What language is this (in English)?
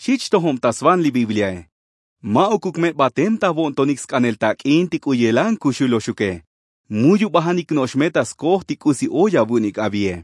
Tzotzil